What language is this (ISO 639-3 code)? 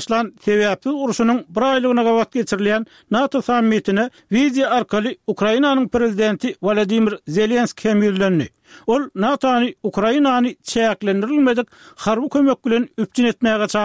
tuk